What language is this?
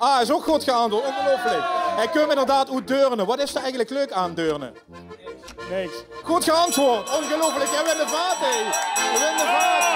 Limburgish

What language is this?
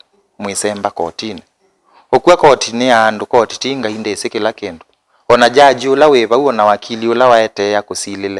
Kamba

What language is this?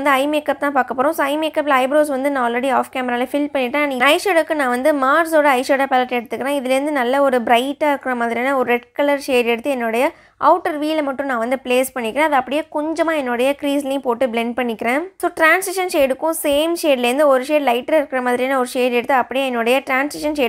Tamil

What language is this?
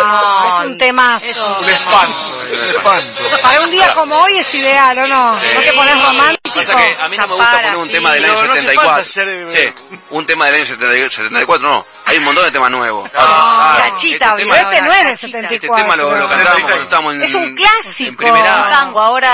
Spanish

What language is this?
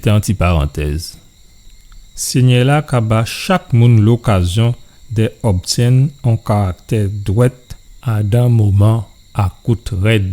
Guadeloupean Creole French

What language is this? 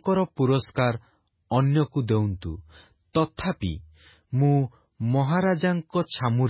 Odia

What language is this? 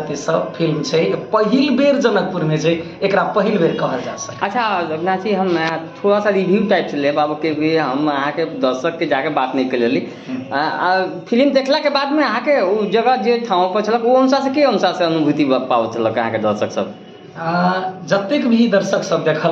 Maithili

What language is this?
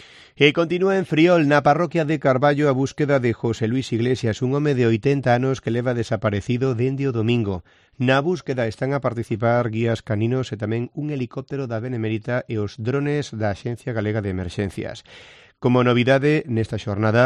Galician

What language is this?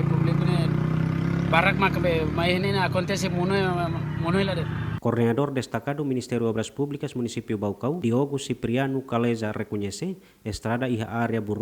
Tetum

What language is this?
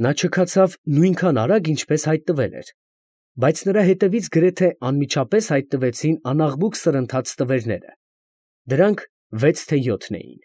Armenian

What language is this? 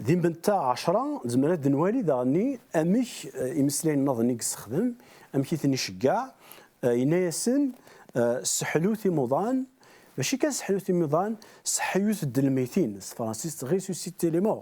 Kabyle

